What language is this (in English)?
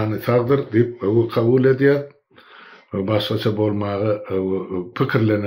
Turkmen